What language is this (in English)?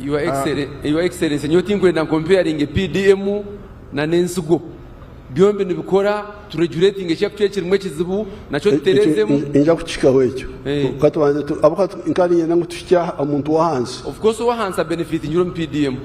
Nyankole